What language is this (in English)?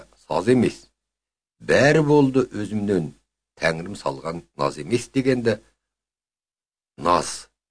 Kazakh